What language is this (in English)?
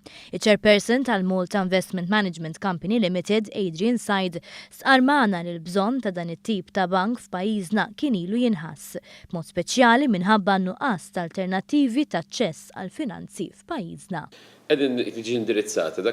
Maltese